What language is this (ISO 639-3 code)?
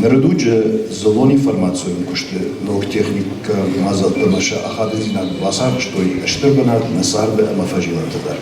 oss